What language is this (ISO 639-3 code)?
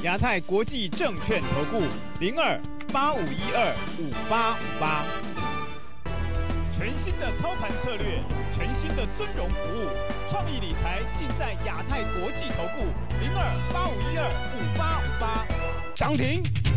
zho